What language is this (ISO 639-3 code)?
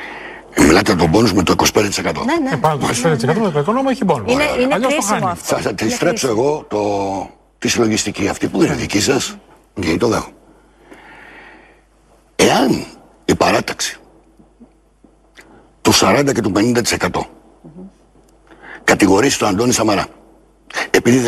ell